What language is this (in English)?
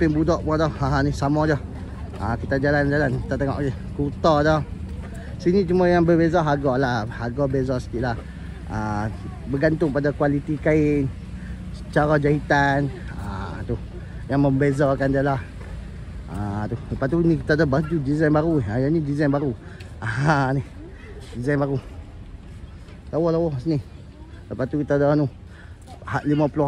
Malay